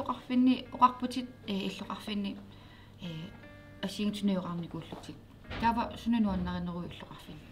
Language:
Kalaallisut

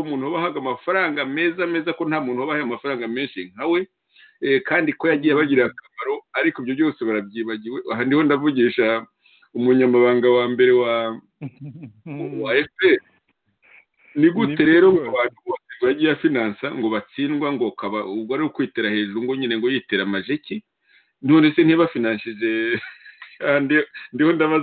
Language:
Kinyarwanda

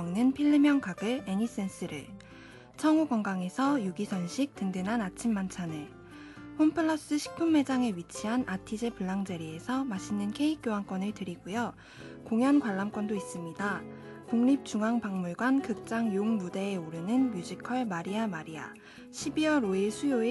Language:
Korean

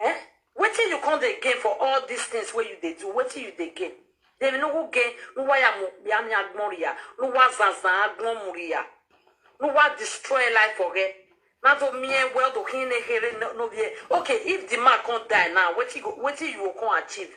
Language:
Nigerian Pidgin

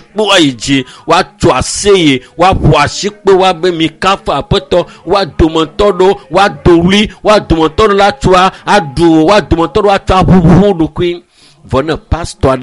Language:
Ewe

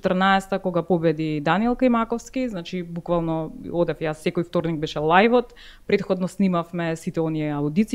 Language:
Macedonian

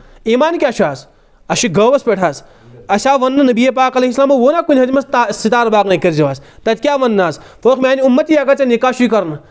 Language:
Kashmiri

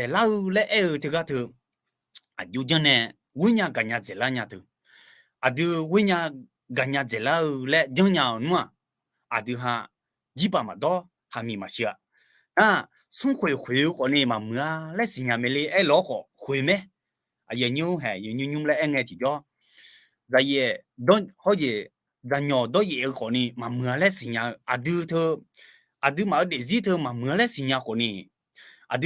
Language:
Akha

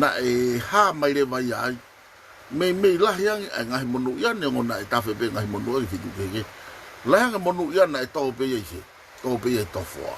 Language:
Tongan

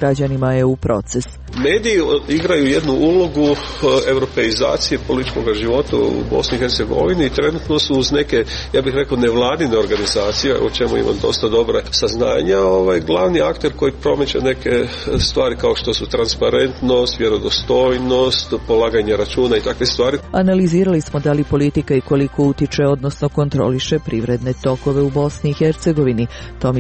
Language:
Serbian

